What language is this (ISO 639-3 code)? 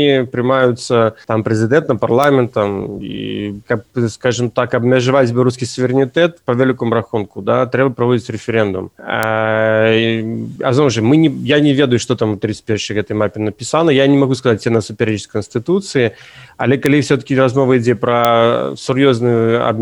bel